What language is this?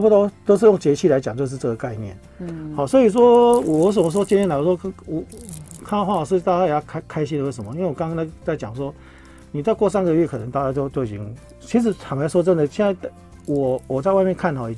Chinese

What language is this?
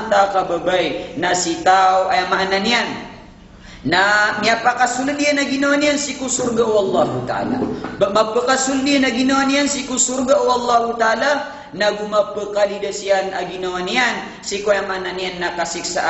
Maranao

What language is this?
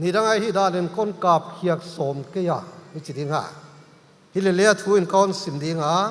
Paite Chin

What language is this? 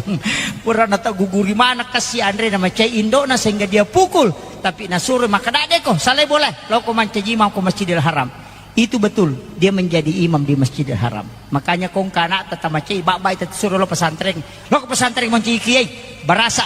Buginese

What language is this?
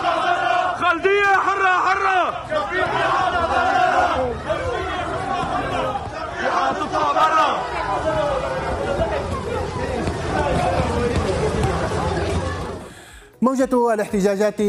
Arabic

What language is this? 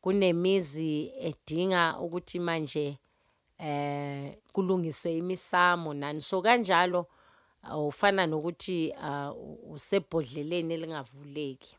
Zulu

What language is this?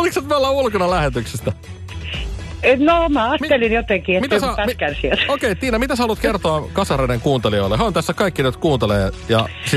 Finnish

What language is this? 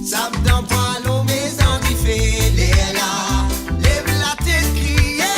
Morisyen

